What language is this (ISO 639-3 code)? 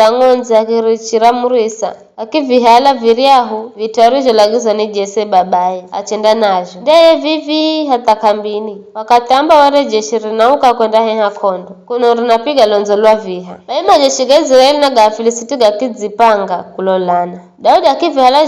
nyf